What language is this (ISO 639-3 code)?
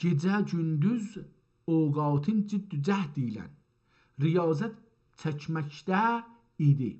azb